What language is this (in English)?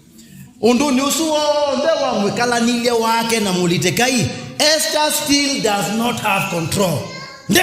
Kamba